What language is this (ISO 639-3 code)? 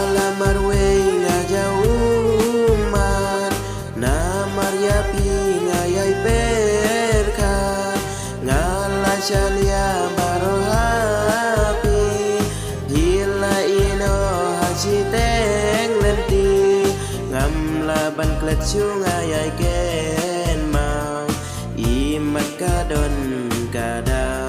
kha